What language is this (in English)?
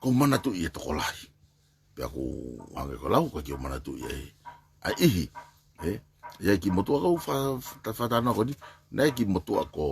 Tongan